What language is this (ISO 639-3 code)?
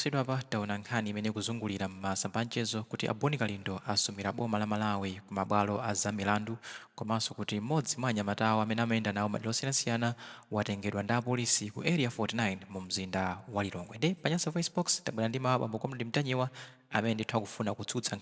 nya